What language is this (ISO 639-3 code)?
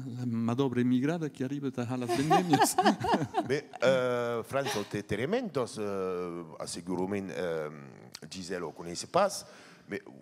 oci